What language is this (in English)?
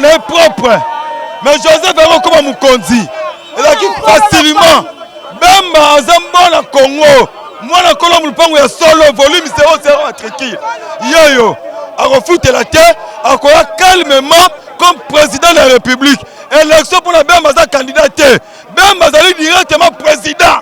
Lingala